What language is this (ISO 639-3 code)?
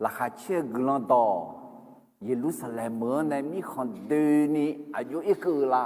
ahk